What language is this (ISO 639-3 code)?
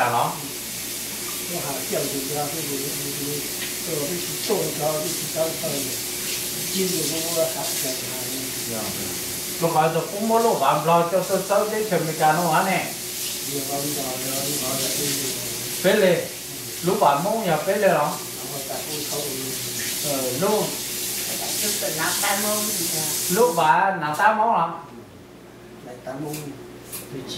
vie